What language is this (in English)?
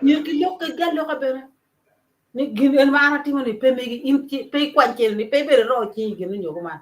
Acoli